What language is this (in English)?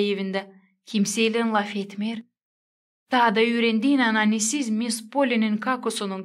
Gagauz